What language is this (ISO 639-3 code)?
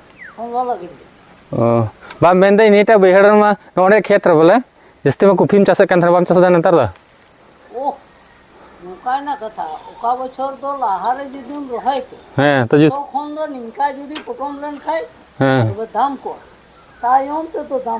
sat